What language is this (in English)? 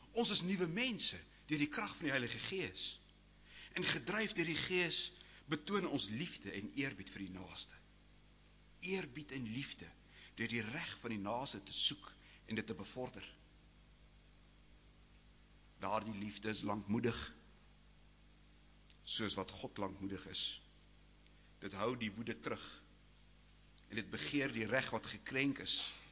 Afrikaans